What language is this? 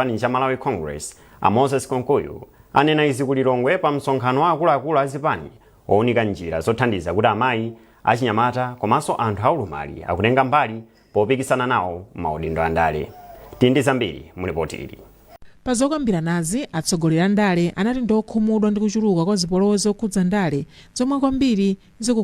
Nyanja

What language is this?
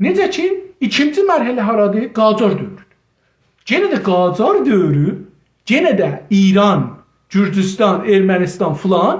South Azerbaijani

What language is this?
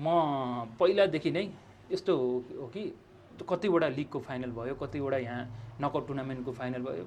Nepali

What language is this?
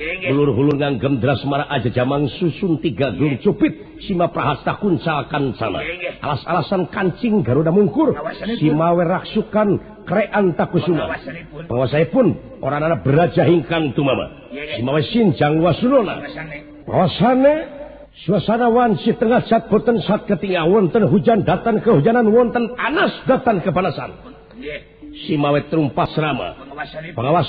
Sundanese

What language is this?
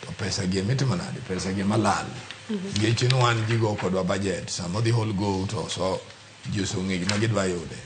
Luo (Kenya and Tanzania)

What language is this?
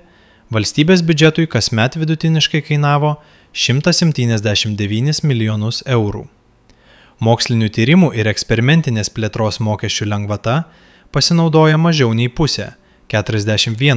Lithuanian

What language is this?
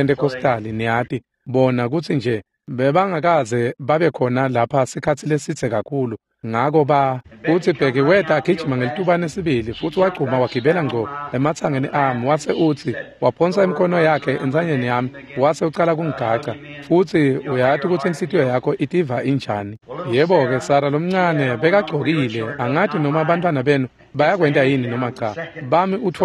Swati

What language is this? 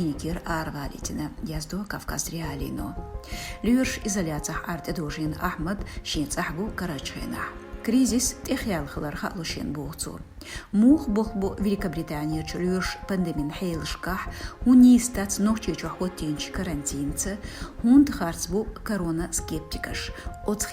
Chechen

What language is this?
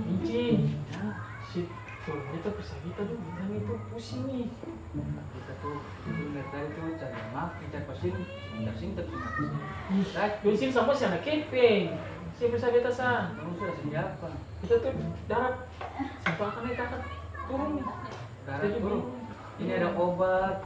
Ambonese Malay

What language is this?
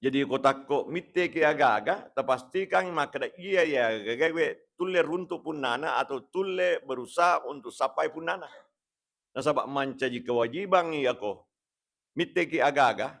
Buginese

